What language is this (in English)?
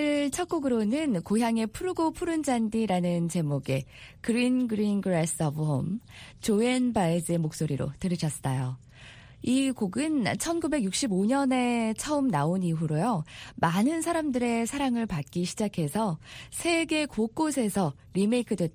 Korean